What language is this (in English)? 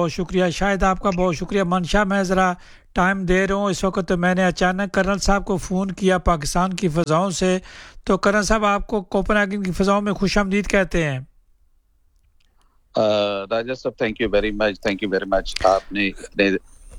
Urdu